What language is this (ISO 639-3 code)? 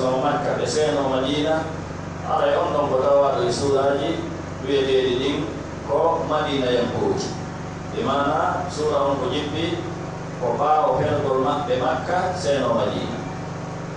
fuf